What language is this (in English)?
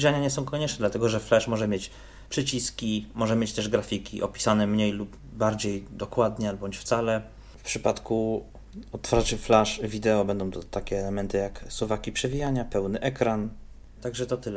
Polish